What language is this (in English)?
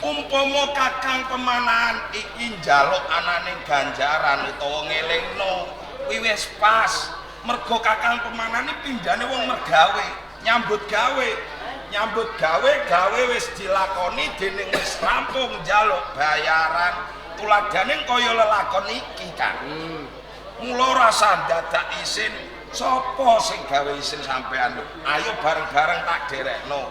Javanese